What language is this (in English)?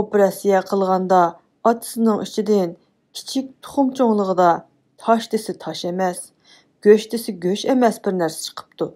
Uyghur